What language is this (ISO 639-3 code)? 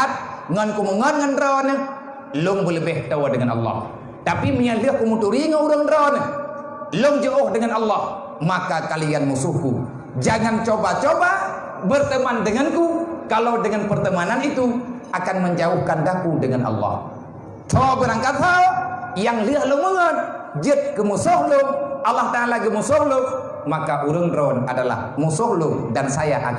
ace